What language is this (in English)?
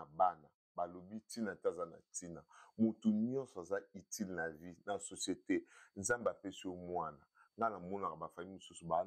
Lingala